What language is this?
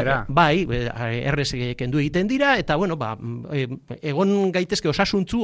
Basque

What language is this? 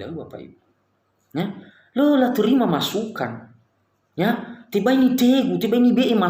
Nias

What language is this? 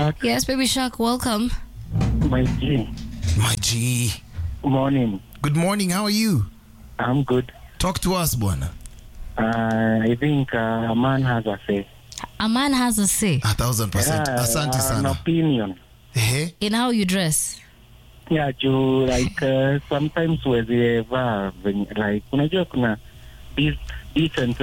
Swahili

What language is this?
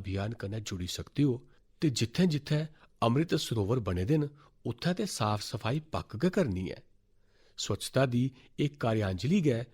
Dogri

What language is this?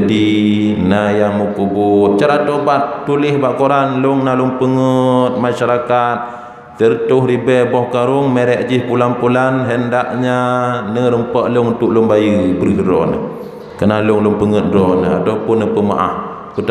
Achinese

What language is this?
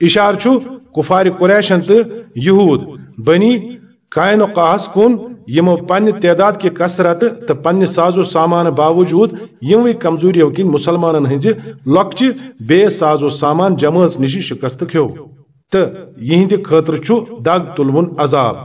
Kashmiri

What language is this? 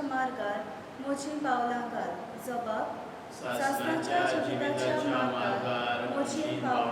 Konkani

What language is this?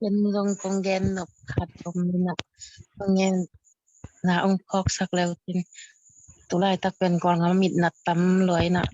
Tedim Chin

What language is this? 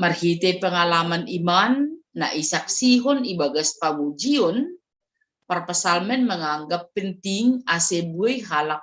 Batak Simalungun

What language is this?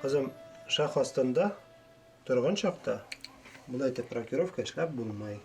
Bashkir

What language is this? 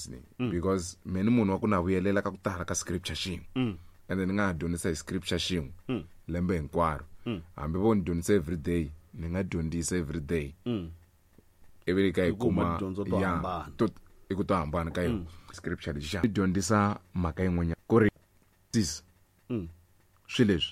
Tsonga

